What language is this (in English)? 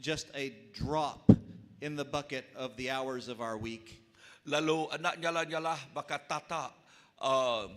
Iban